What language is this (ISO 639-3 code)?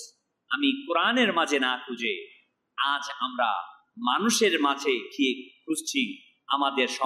ben